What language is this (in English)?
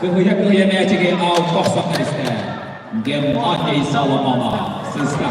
Yakut